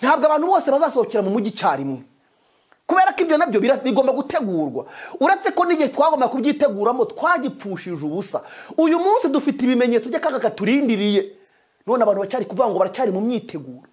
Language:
Kinyarwanda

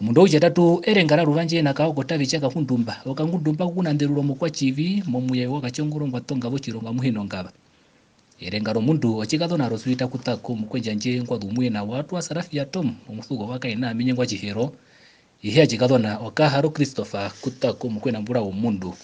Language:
Herero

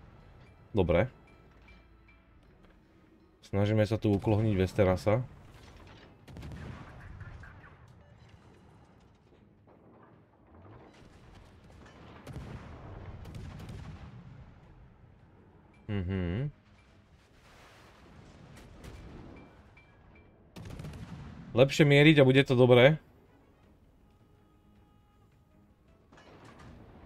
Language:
Slovak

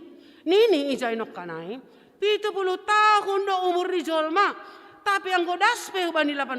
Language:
Batak Simalungun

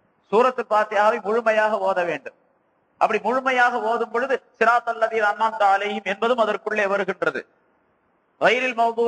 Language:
Tamil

